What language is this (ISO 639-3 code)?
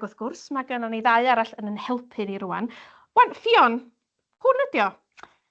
cym